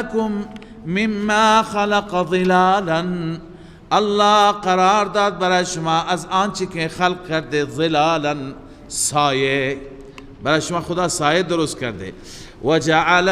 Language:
Persian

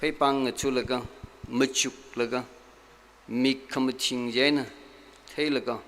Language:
Tangkhul Naga (India)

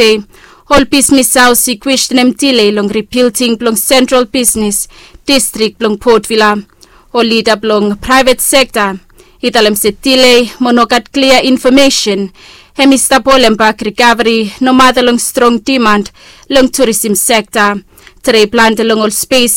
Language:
Bislama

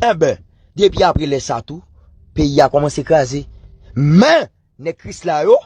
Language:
Haitian Creole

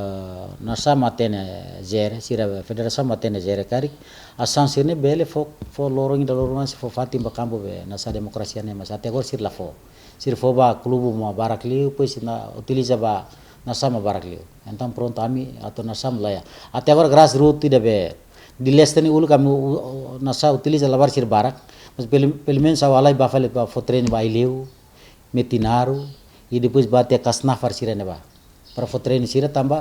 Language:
Tetum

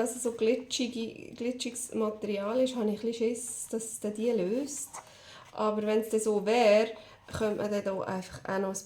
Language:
Swiss German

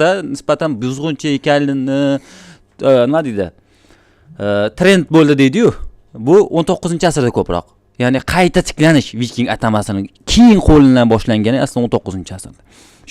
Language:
Uzbek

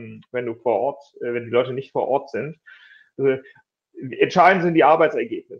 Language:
German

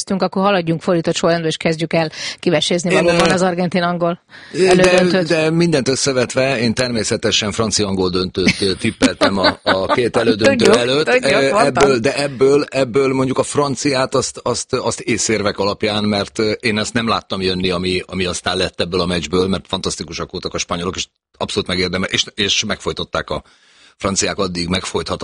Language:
Hungarian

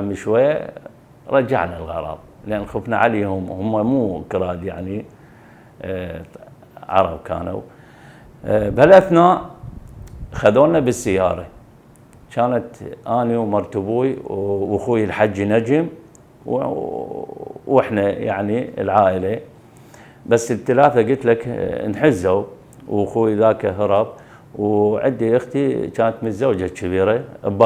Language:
Mesopotamian Arabic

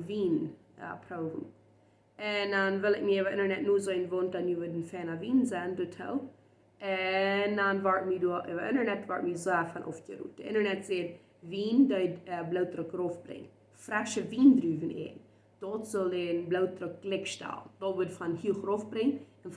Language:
Plautdietsch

